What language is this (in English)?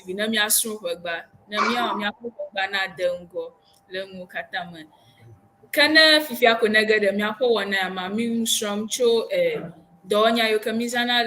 Ewe